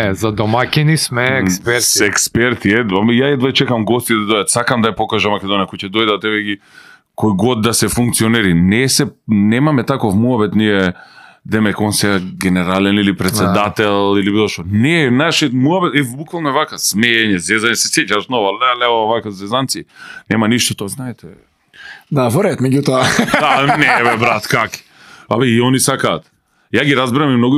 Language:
Macedonian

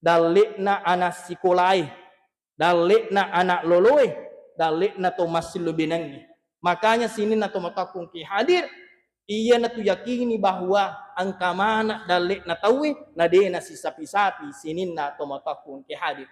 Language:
Buginese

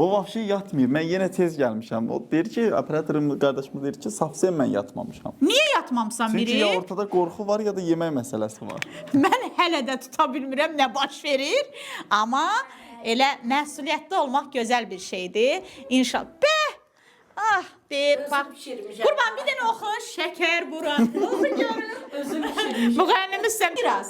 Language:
Azerbaijani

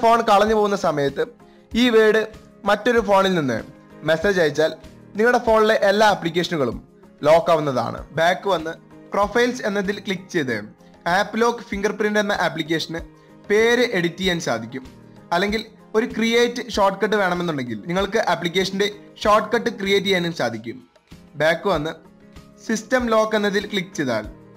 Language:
Malayalam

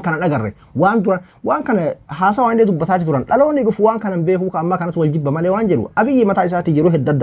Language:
Oromo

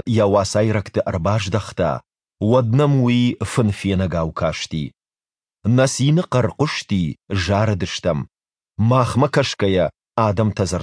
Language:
Ossetic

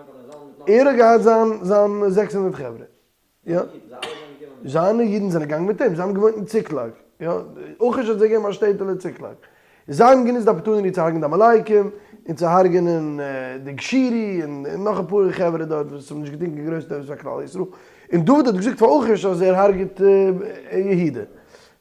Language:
Yiddish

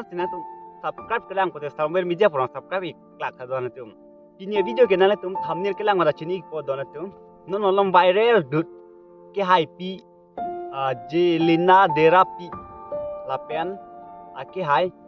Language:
Karbi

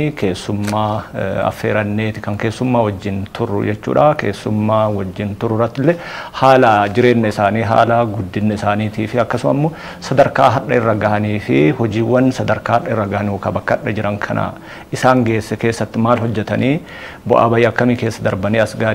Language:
Oromo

